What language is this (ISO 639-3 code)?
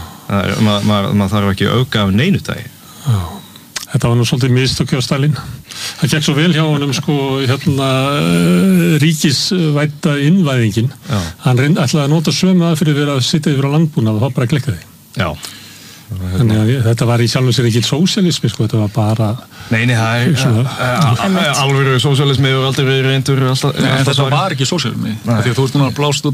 isl